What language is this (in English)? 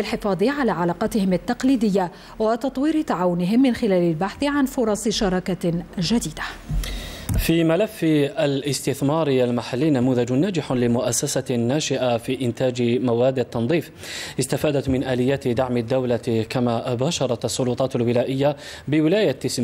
Arabic